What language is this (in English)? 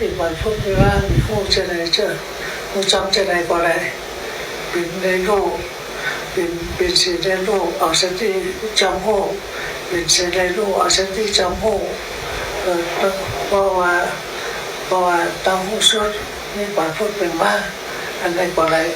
Shan